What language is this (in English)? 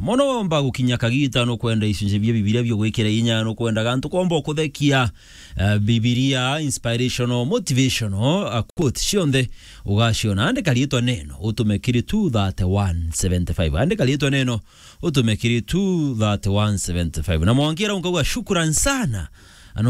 Meru